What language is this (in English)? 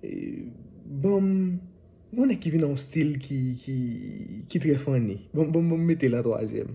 Haitian Creole